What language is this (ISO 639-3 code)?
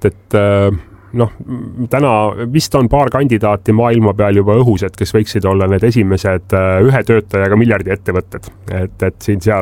est